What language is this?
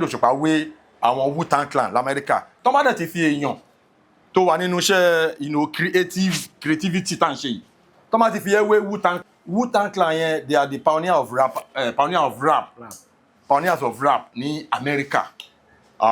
Yoruba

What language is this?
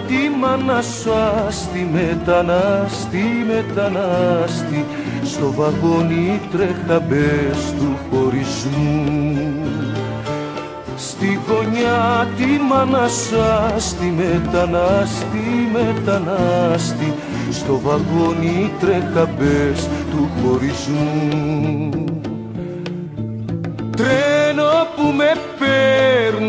Greek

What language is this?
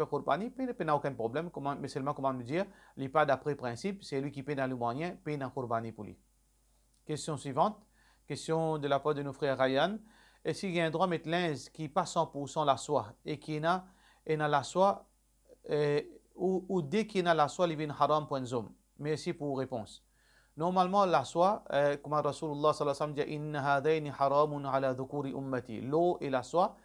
Morisyen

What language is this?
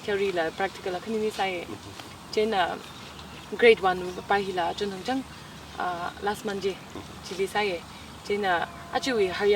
Tangkhul Naga (India)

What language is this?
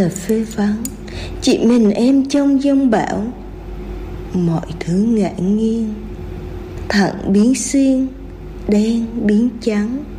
Vietnamese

